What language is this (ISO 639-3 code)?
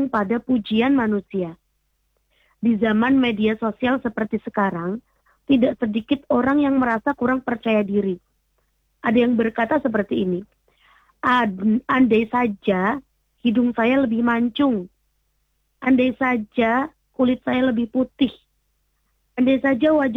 ind